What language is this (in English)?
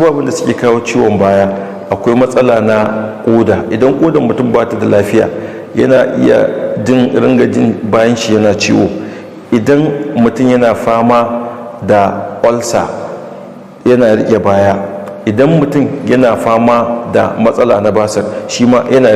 Hausa